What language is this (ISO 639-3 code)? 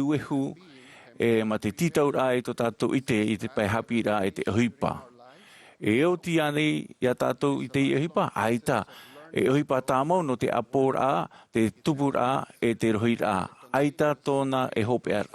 tah